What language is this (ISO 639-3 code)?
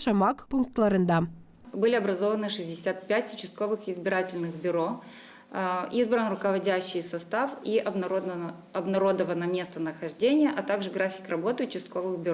gag